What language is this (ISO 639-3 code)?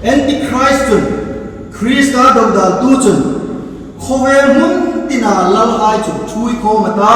hmr